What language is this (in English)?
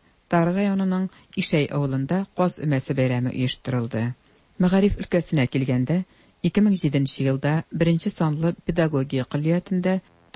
Tatar